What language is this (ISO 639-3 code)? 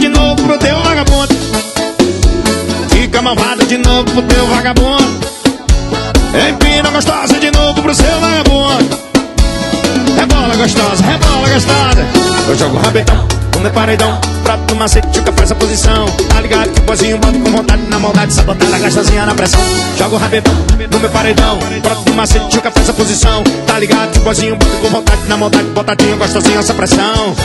por